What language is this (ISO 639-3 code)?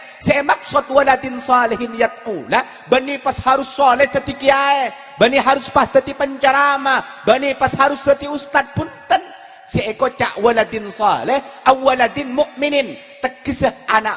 mad